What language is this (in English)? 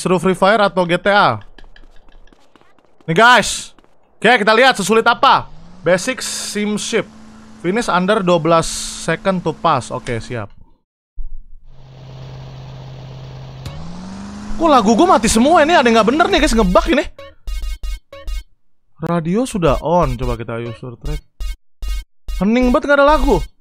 Indonesian